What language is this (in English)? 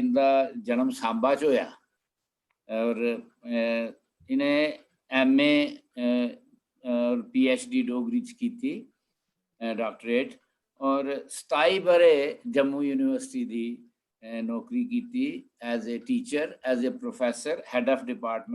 Dogri